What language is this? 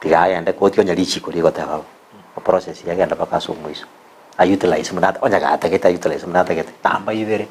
Gusii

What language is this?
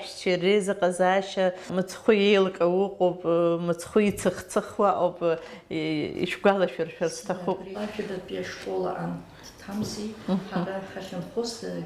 Abkhazian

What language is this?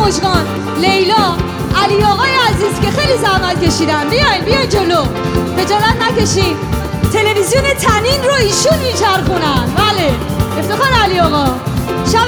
Persian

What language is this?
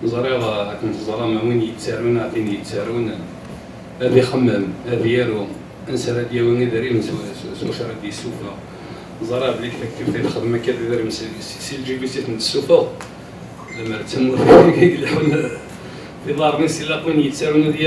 Kabyle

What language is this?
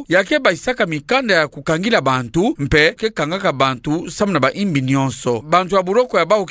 Kituba (Democratic Republic of Congo)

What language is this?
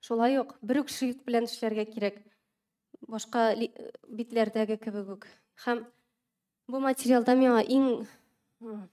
Tatar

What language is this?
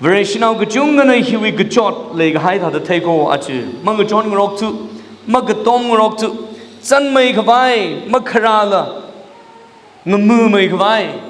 Tangkhul Naga (India)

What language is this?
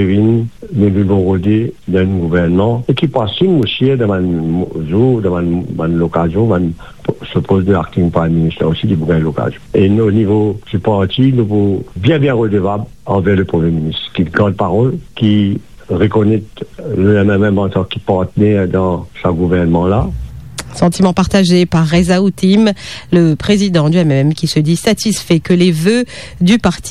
Morisyen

